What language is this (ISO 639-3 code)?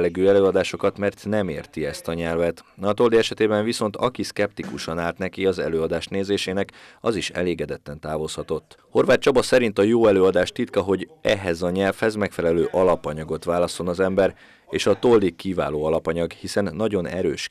hun